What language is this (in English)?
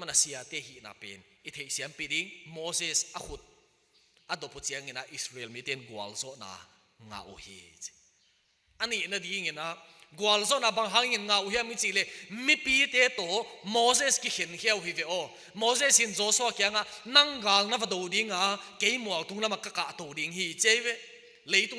Tedim Chin